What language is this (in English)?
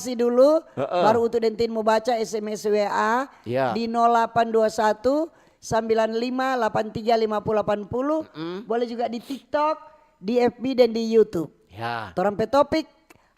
Manado Malay